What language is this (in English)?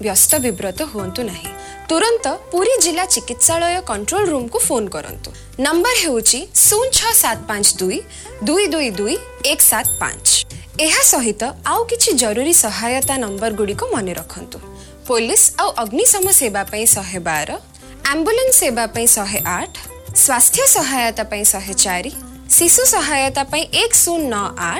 Odia